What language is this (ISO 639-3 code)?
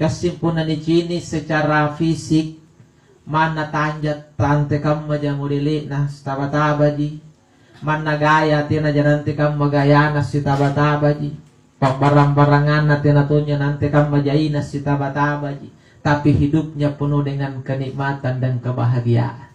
mak